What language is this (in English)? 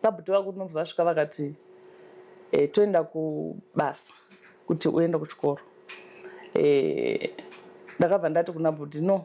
Shona